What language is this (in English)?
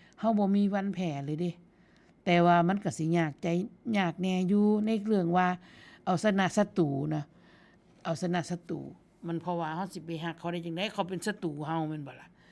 Northeastern Thai